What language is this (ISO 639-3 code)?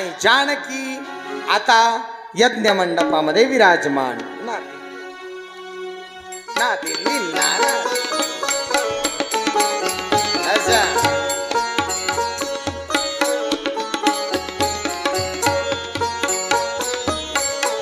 mar